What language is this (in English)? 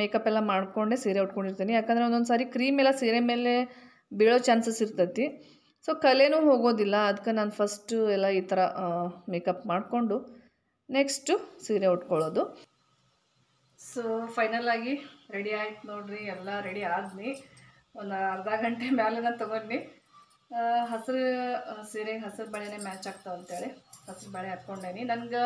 Kannada